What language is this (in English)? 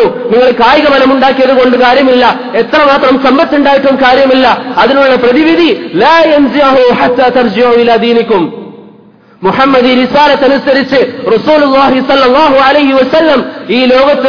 Malayalam